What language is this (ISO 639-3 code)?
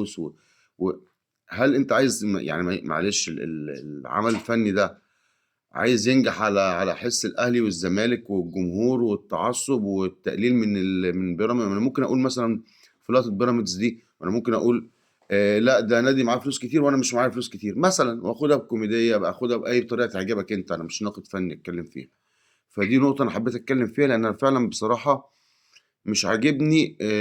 arz